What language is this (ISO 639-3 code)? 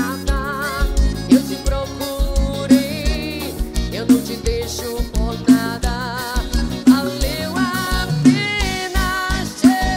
por